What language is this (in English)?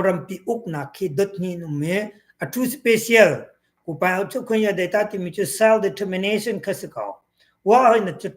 Hakha Chin